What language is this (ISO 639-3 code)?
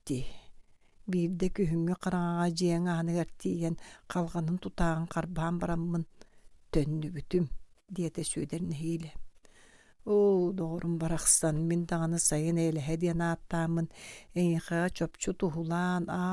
sah